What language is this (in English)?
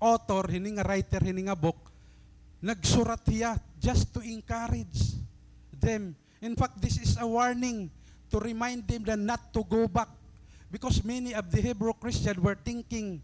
Waray